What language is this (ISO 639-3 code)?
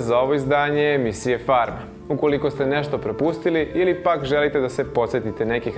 srp